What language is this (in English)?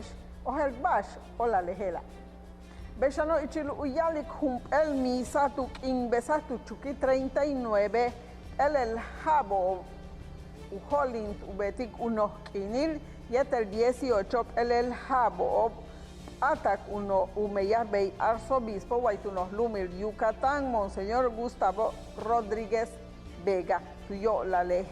Yucateco